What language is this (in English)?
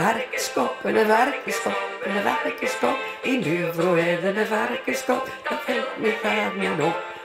Limburgish